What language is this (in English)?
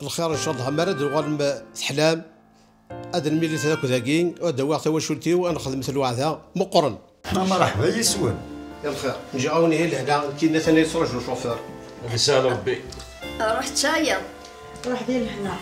Kabyle